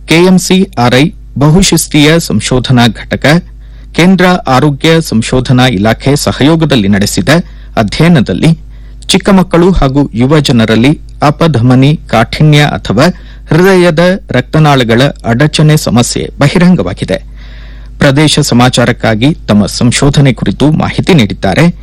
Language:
Kannada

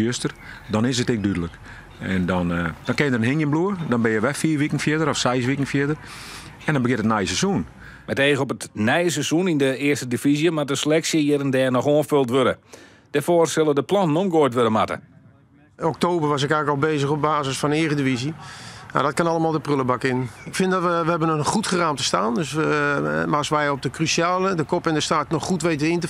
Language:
Western Frisian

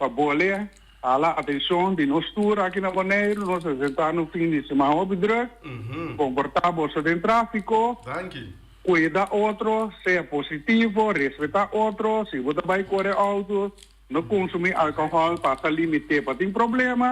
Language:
Papiamento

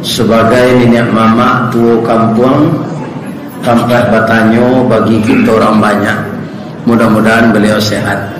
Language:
Minangkabau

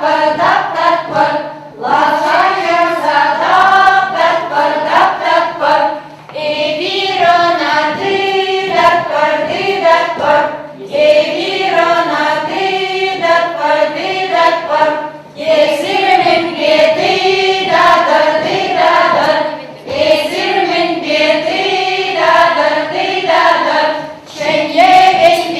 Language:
Chuvash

